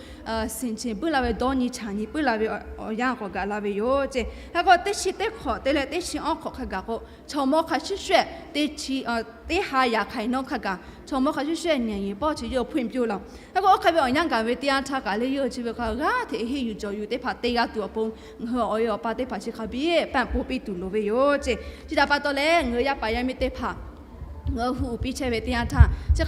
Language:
Lahu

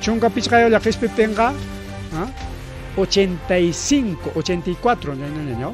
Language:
Ayacucho Quechua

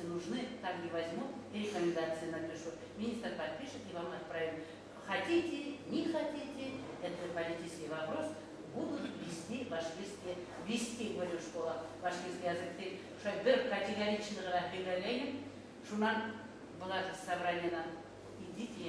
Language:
Bashkir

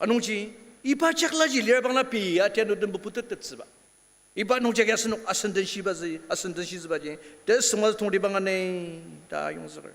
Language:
Ao Naga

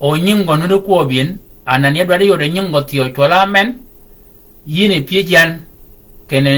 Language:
Shilluk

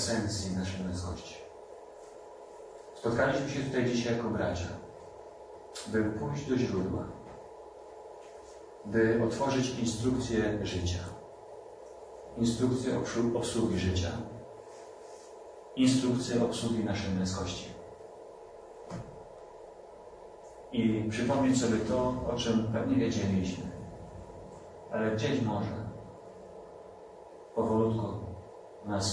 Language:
Polish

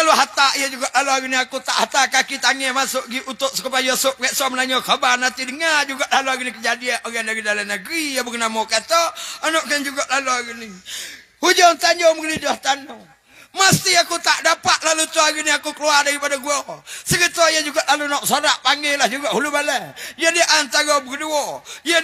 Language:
Pattani Malay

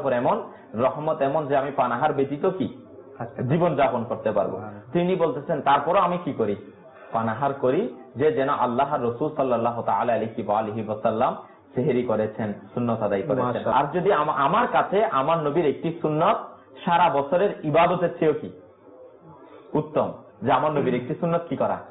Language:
Bangla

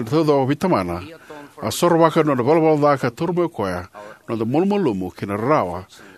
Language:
Fijian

